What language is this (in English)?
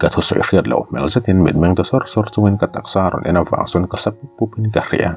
Mizo